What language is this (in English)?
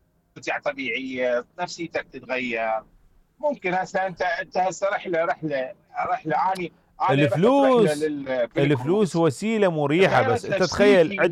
Mesopotamian Arabic